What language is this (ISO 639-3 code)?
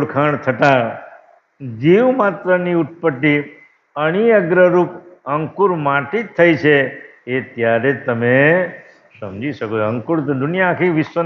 guj